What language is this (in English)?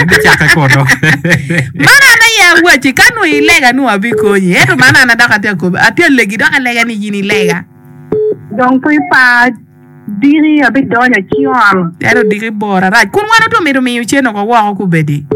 Acoli